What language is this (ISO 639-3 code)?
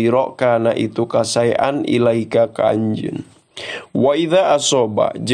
sun